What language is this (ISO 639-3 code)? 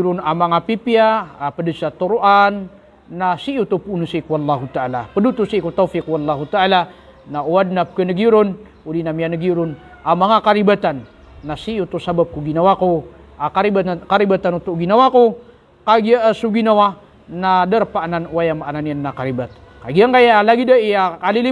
mrw